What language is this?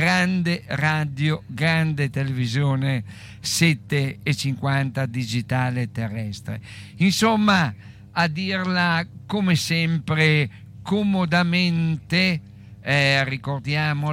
Italian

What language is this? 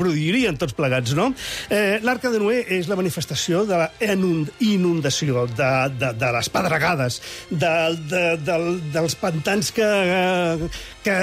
Catalan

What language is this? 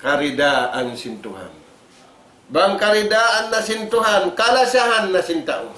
Tausug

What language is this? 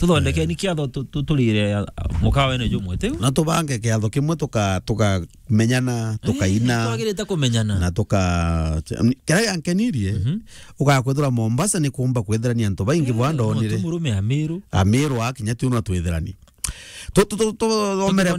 Meru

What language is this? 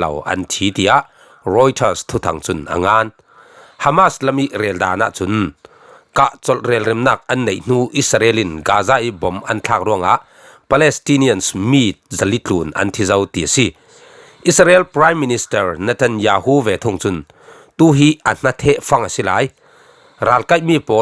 Falam Chin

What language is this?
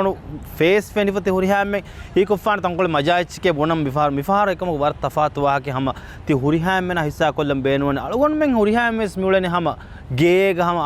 Divehi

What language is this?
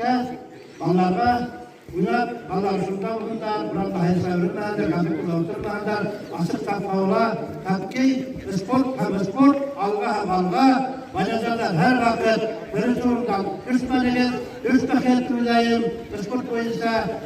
Bashkir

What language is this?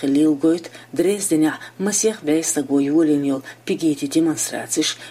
Chechen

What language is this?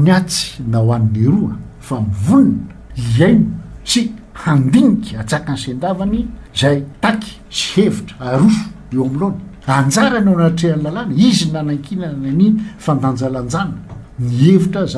Malagasy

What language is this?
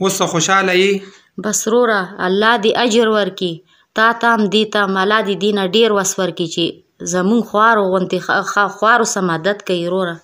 Pashto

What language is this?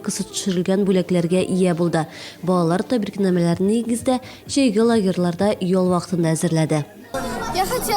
Tatar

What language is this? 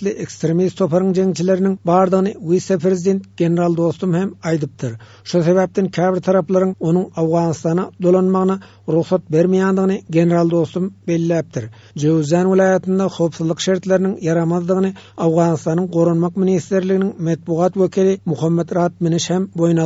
Turkmen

